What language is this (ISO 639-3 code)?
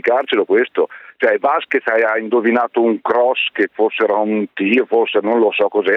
ita